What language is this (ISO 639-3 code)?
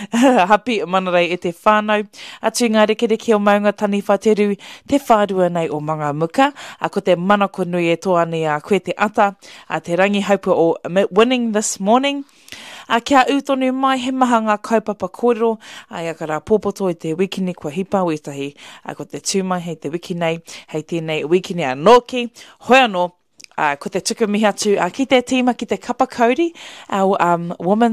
mri